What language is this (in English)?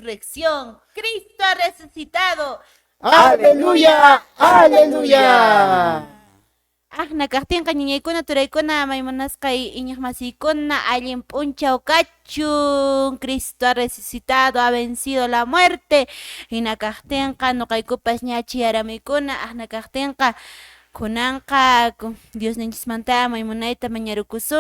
Quechua